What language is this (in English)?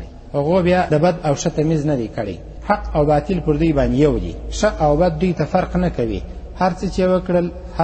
Pashto